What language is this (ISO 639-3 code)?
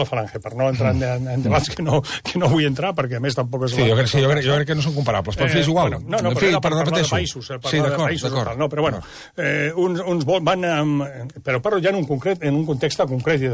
cat